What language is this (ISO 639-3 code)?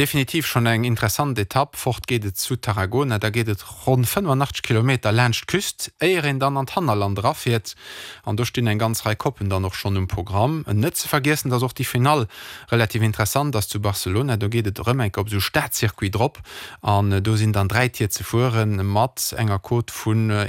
ltz